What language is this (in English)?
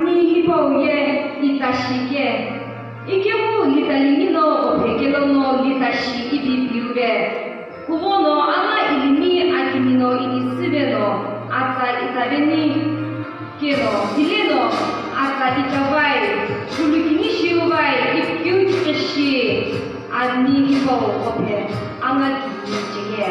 Sumi Naga